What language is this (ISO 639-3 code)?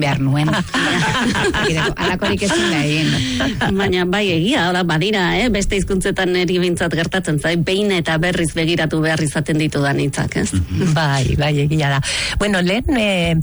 eus